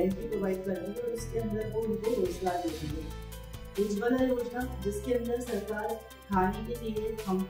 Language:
Hindi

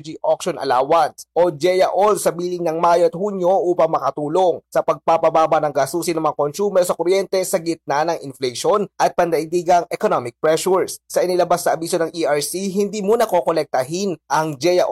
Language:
Filipino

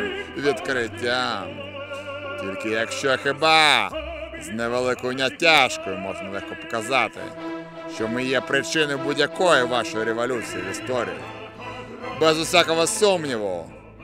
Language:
Ukrainian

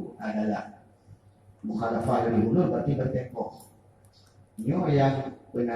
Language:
Achinese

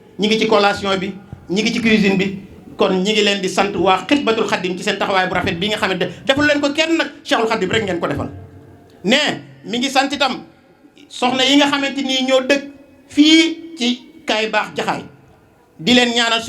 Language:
Wolof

